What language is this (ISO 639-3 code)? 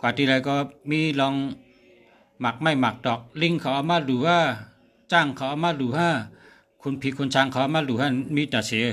shn